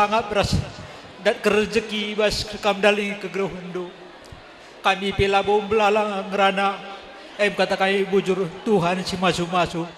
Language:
Batak Karo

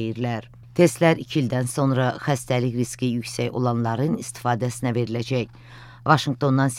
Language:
Azerbaijani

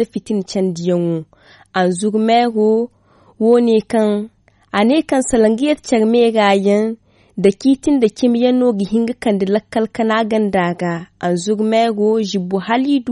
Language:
Zarma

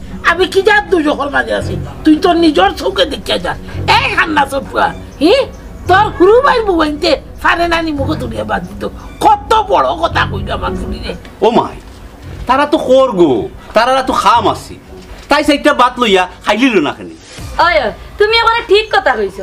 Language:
Sylheti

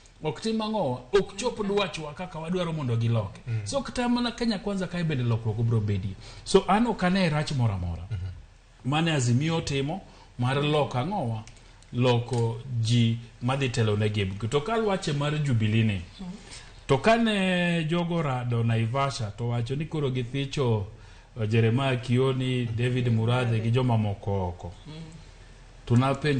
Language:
Luo (Kenya and Tanzania)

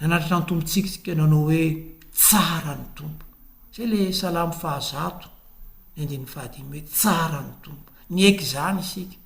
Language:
Malagasy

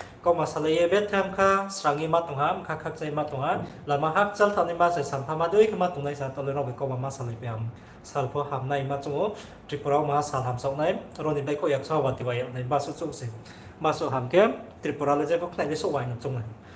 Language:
Riang (India)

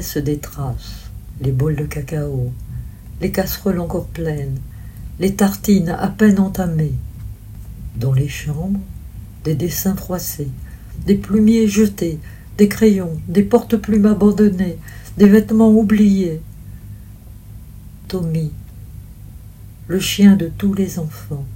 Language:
French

